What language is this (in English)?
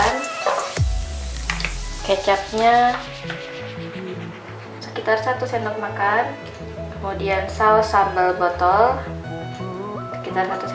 Indonesian